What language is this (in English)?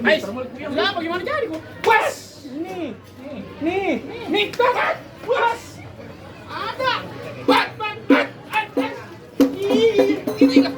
Betawi